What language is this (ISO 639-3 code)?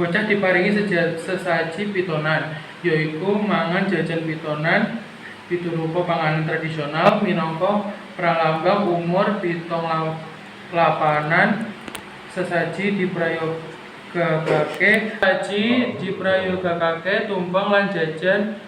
jav